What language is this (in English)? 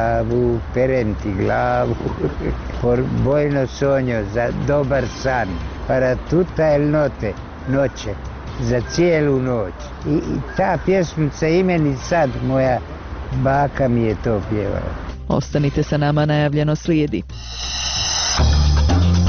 Bosnian